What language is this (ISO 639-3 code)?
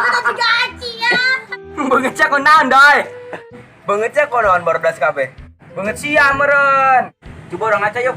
sun